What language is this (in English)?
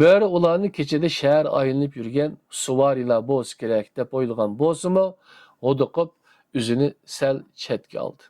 Uyghur